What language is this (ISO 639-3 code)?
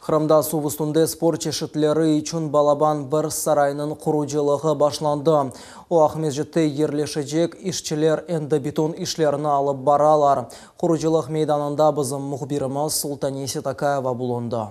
crh